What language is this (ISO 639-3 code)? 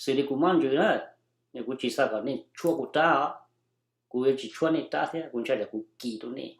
hmn